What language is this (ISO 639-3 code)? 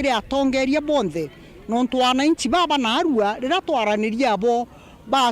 mer